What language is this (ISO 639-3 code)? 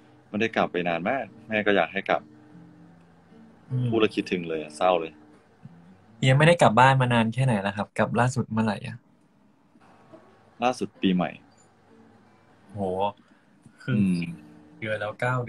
tha